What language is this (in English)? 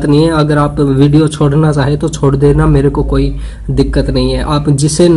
Hindi